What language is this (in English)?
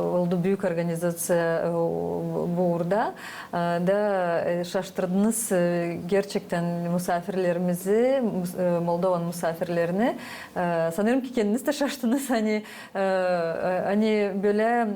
Gagauz